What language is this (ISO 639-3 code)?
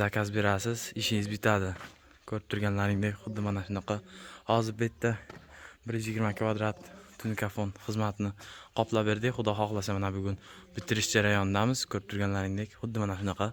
uzb